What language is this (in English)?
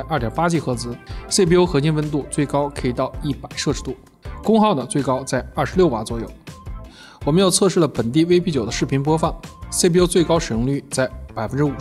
Chinese